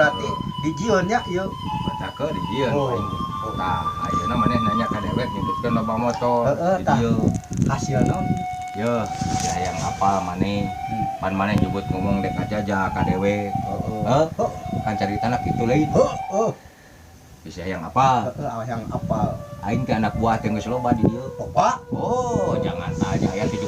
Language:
Sundanese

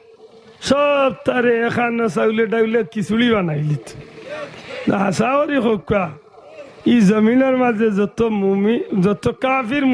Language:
Sylheti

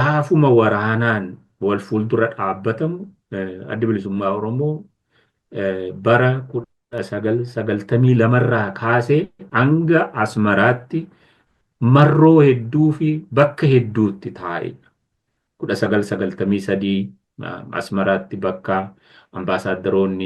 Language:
Oromo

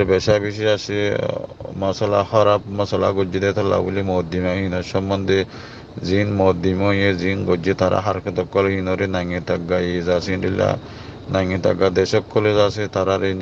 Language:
Rohingya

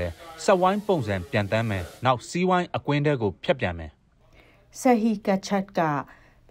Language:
Burmese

